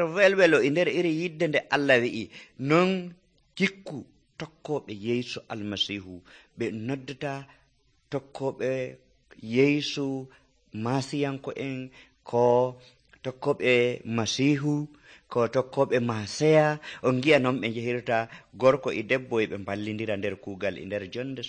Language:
Nigerian Fulfulde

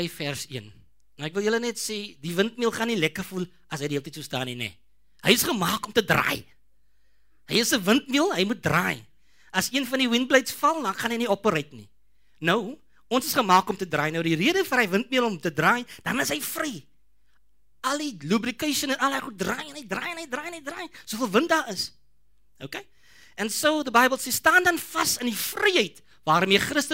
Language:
Afrikaans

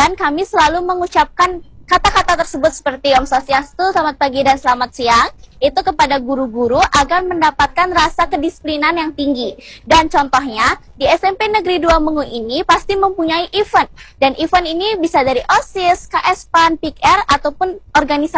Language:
Indonesian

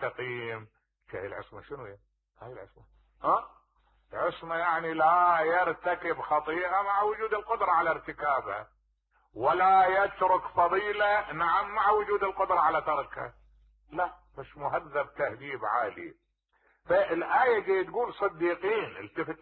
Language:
Mesopotamian Arabic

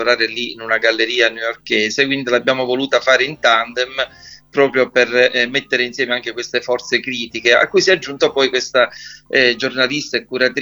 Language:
Italian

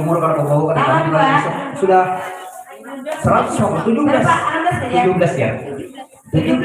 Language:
Banjar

